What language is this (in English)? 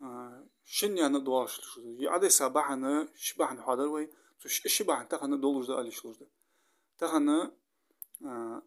Ingush